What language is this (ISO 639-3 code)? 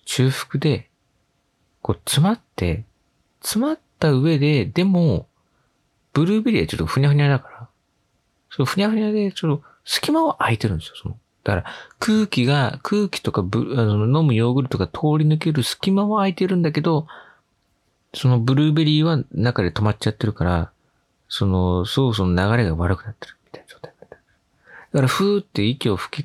jpn